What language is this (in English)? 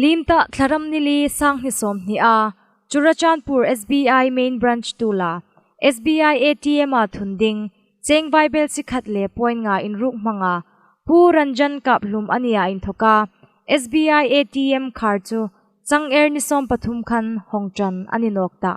Hmar